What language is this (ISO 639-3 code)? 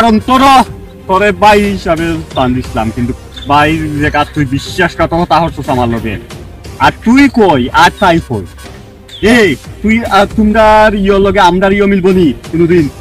syl